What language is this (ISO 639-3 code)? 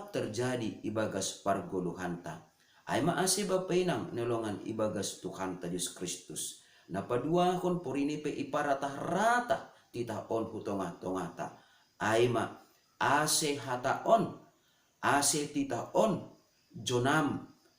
bts